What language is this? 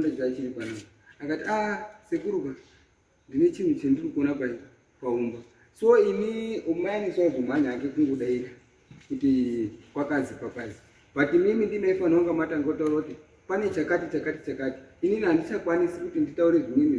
Shona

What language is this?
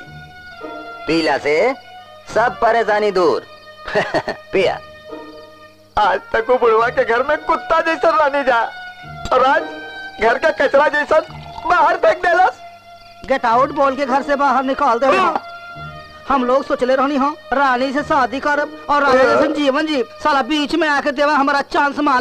Bhojpuri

